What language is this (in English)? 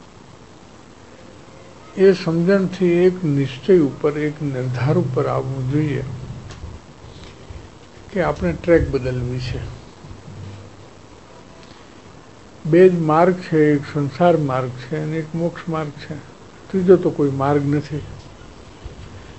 Gujarati